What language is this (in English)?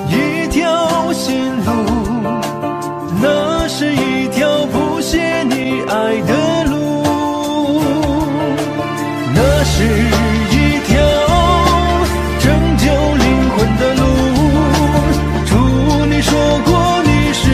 Chinese